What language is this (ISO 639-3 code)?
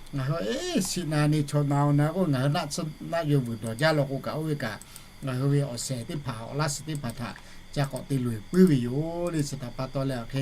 lhu